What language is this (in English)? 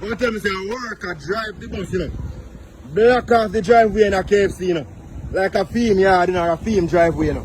Jamaican Creole English